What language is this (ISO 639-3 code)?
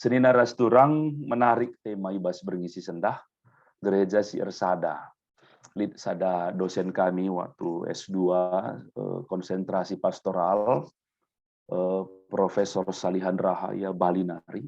btx